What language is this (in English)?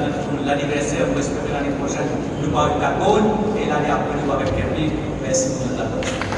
Morisyen